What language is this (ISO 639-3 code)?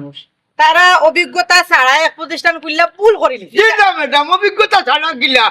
syl